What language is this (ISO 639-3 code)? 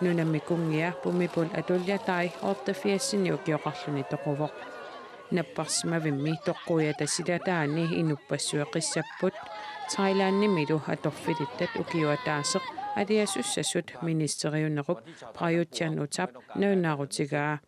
kal